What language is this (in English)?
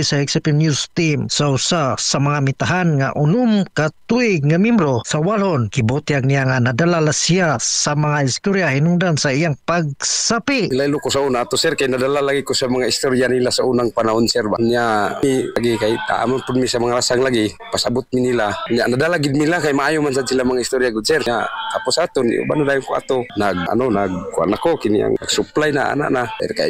Cebuano